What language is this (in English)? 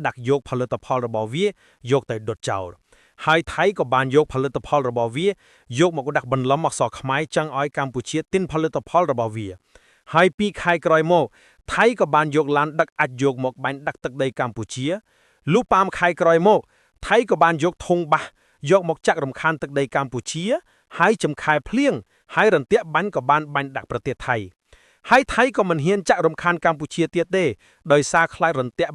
Khmer